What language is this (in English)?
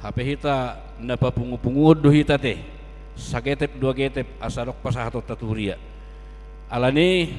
Batak Toba